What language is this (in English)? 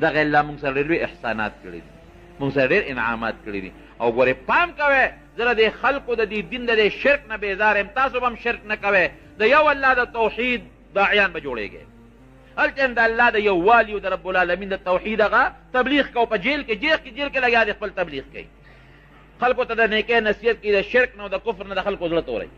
Pashto